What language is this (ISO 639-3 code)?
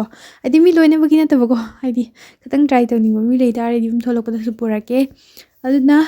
mni